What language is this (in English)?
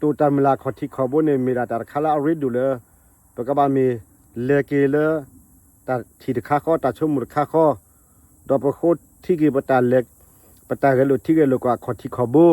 S'gaw Karen